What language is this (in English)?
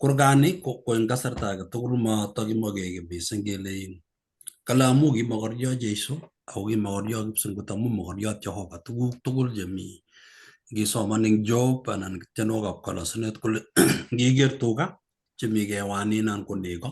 Kalenjin